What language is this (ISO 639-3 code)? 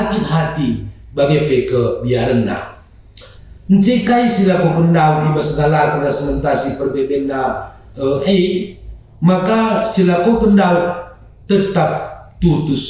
btx